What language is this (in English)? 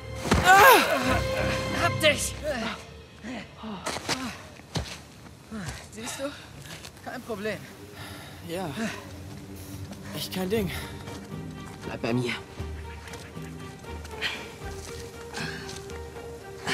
German